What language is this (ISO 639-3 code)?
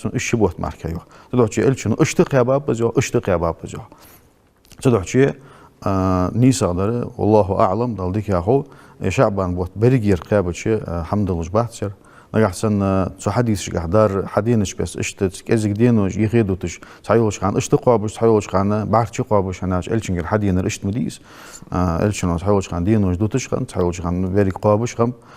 inh